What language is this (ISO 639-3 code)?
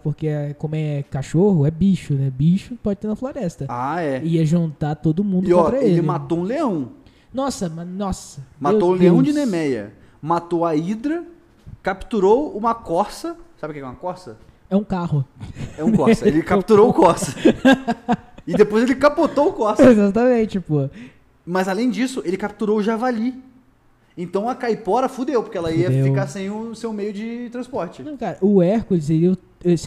por